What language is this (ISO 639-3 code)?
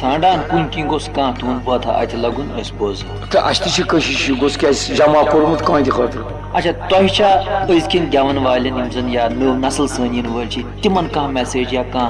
kas